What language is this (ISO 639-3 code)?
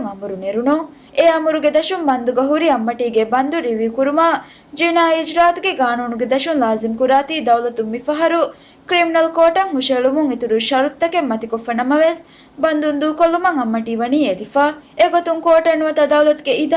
div